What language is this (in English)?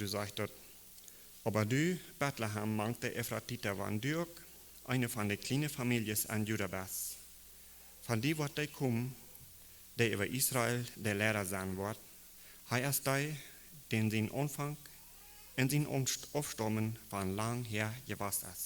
Plautdietsch